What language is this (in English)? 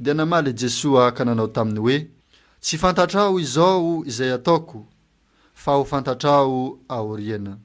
Malagasy